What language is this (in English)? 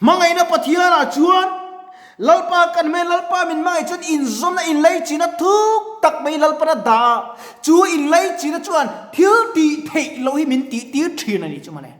Mizo